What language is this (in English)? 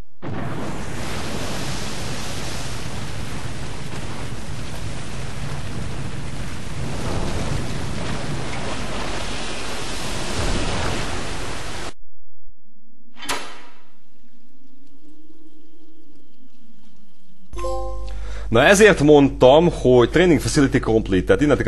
Hungarian